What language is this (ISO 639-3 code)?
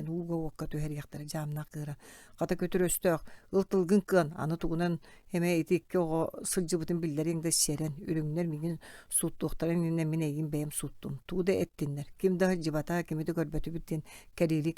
sah